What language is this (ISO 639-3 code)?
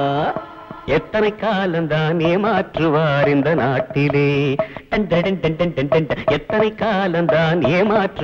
tam